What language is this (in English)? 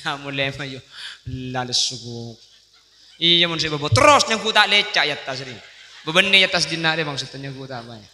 Madurese